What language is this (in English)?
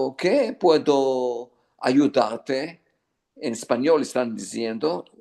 Ladino